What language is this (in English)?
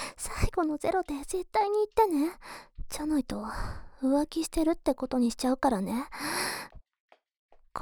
Japanese